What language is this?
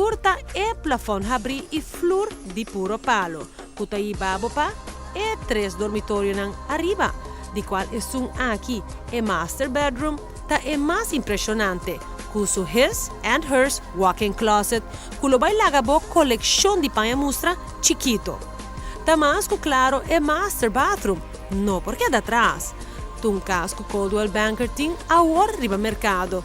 Papiamento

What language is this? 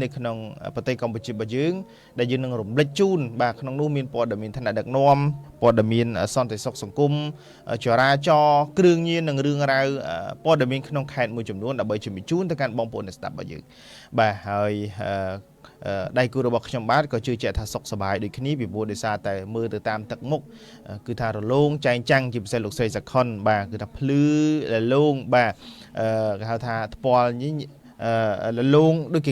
Khmer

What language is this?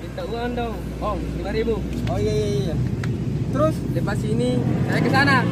Makassar Malay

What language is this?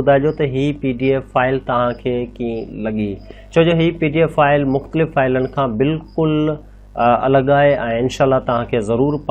Sindhi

